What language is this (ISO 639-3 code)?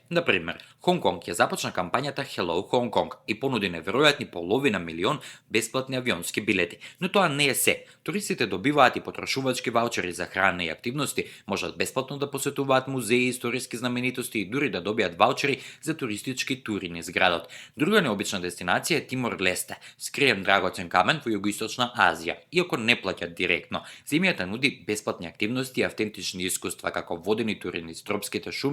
mkd